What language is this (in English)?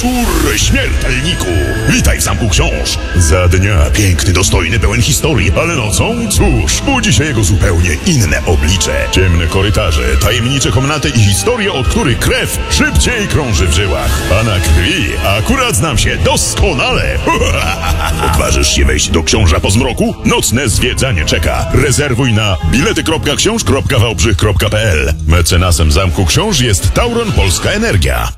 Polish